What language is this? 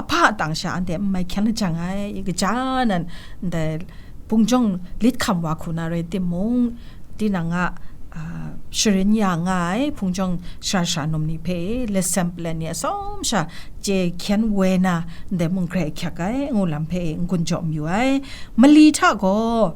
Kachin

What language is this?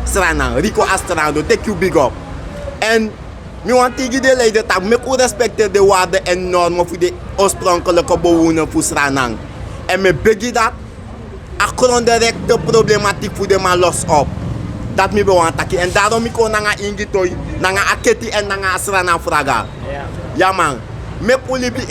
Sranan Tongo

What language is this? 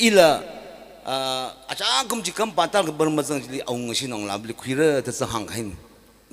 Tangkhul Naga (India)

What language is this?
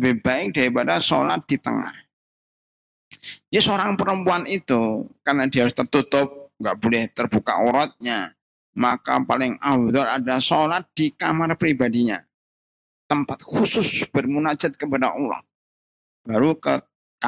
Indonesian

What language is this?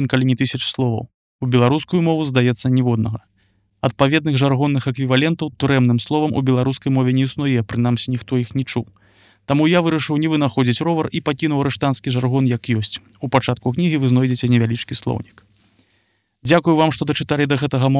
Belarusian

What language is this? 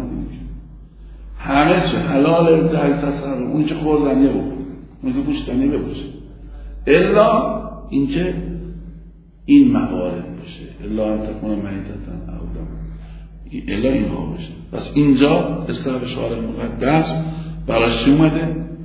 Persian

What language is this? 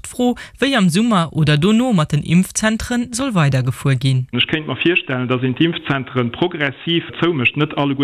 Luxembourgish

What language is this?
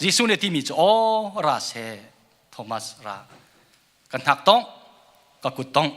Hakha Chin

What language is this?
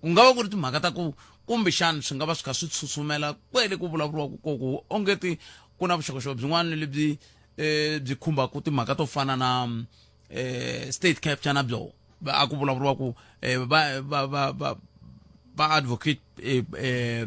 Tsonga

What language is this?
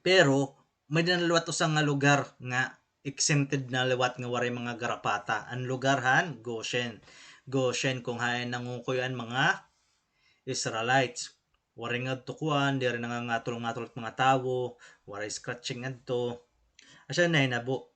Waray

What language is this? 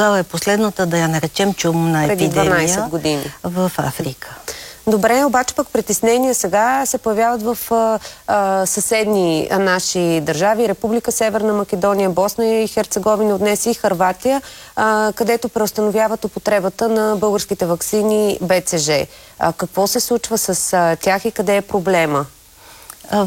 Bulgarian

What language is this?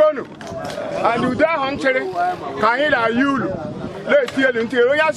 Igbo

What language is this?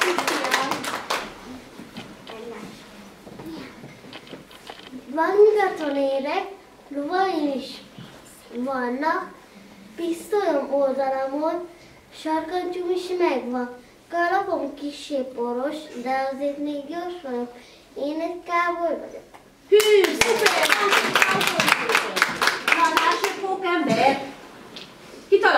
Hungarian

